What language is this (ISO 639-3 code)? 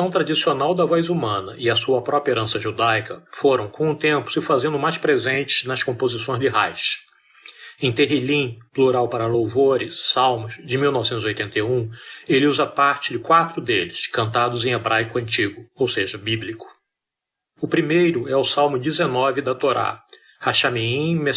por